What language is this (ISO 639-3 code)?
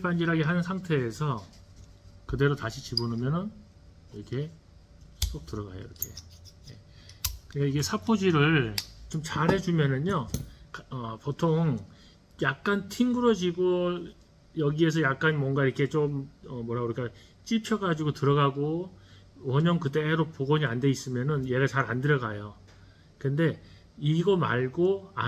kor